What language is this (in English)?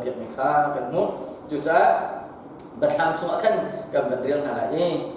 Hakha Chin